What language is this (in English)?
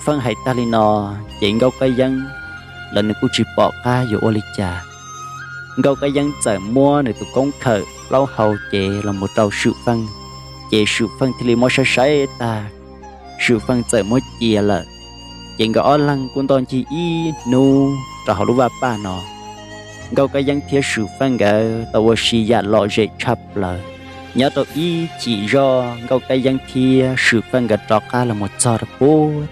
Hmong